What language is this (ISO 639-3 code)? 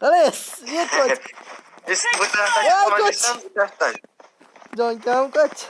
uzb